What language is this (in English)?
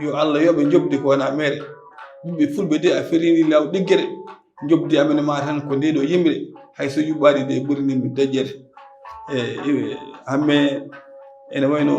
Fula